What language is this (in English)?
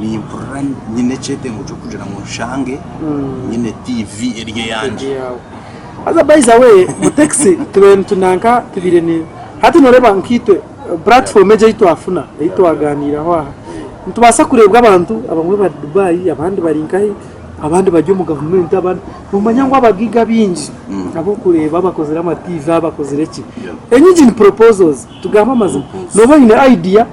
Nyankole